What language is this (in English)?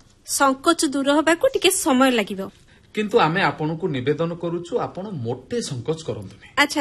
Odia